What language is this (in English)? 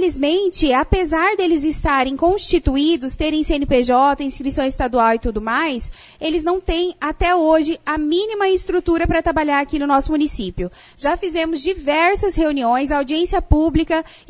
Portuguese